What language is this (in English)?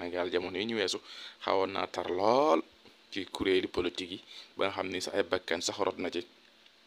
Wolof